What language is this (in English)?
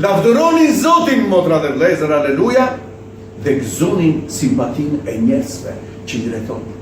Albanian